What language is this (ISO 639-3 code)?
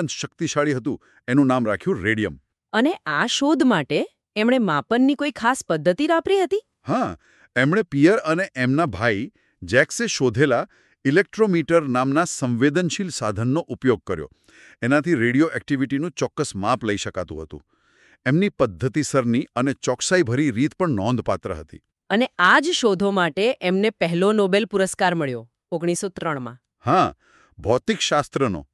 guj